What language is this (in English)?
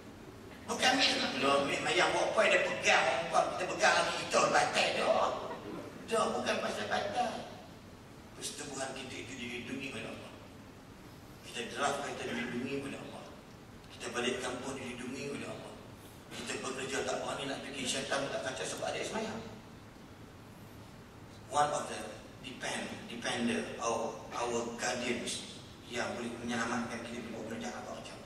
Malay